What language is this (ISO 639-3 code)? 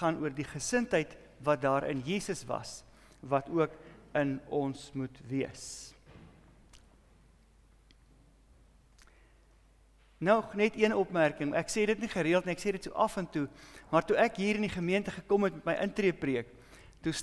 afr